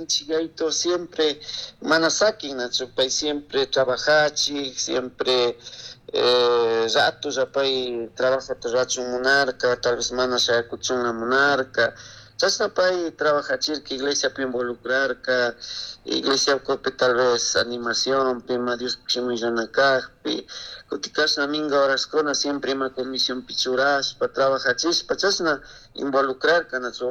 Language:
Chimborazo Highland Quichua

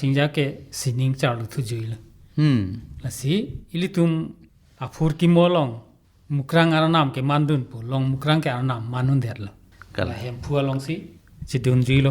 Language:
Karbi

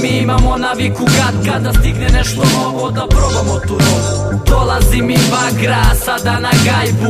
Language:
Serbian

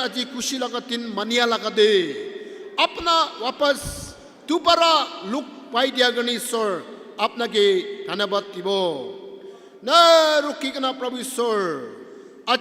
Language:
Naga Pidgin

